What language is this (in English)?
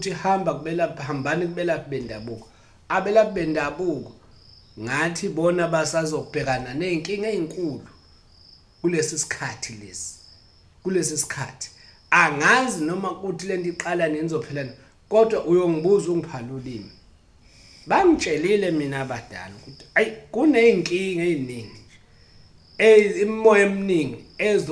Zulu